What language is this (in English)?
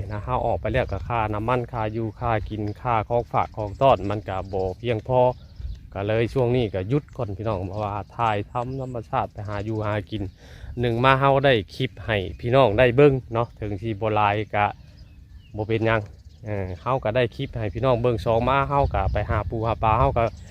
Northeastern Thai